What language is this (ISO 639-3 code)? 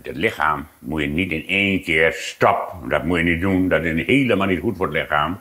fry